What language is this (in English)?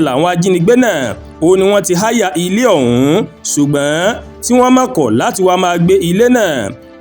Yoruba